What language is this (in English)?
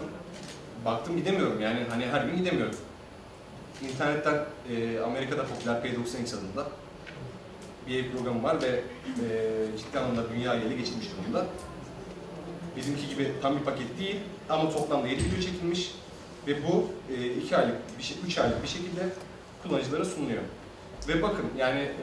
Turkish